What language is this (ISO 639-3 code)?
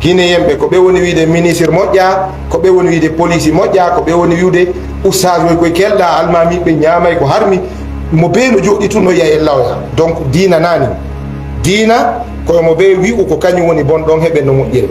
ful